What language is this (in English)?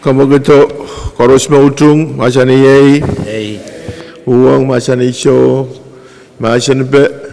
Pohnpeian